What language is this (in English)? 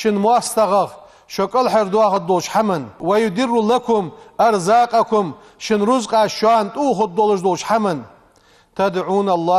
Ingush